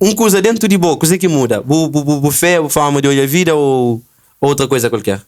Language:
Kabuverdianu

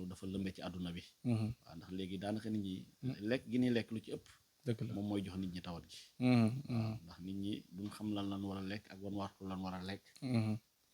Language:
Wolof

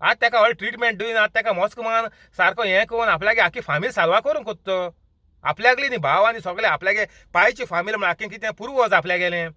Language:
Konkani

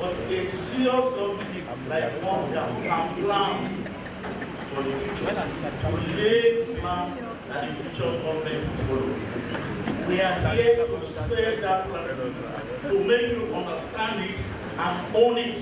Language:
Nigerian Pidgin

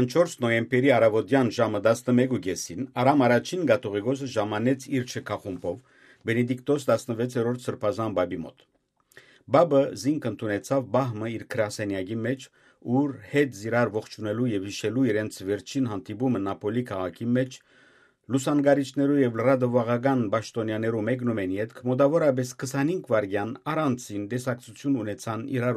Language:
Western Armenian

